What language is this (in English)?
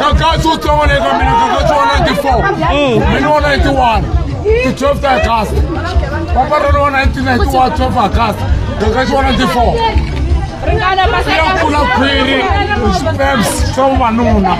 Tsonga